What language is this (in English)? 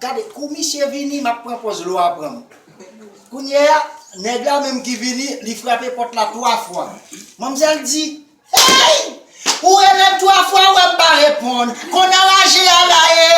Haitian Creole